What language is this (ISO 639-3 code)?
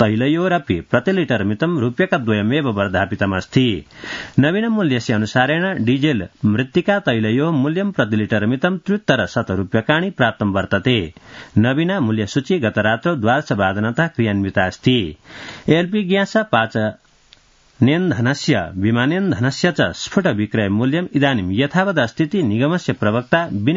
san